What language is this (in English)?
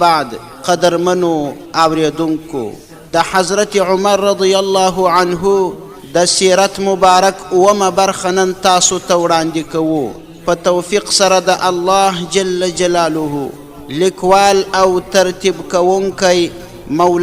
Pashto